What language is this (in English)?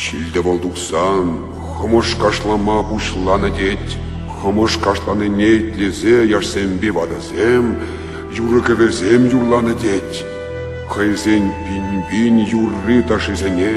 Chuvash